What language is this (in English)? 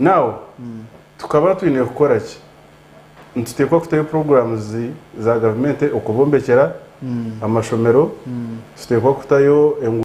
Nyankole